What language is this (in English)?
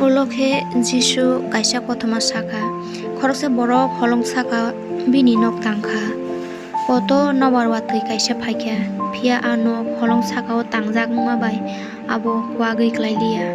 Kok Borok